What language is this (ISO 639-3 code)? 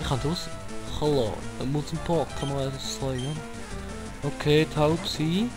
gsw